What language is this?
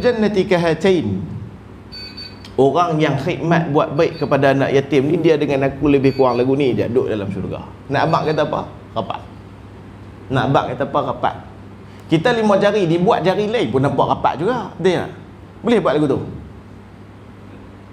Malay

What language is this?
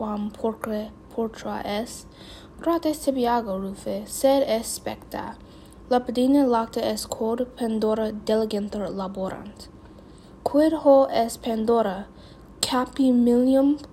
Latin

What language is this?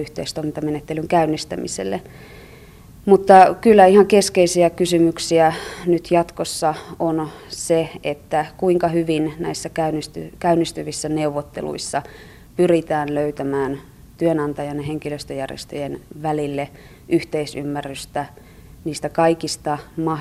Finnish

